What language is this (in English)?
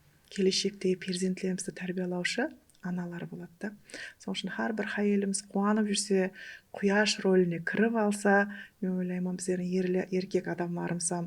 Kara-Kalpak